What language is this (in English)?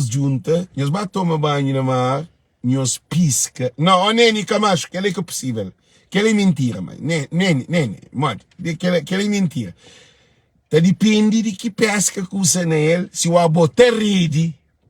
Kabuverdianu